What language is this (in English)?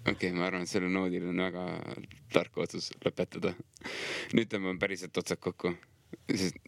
Estonian